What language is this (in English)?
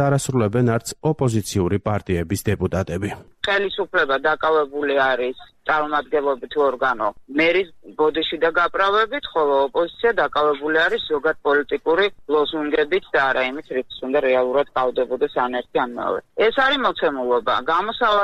Georgian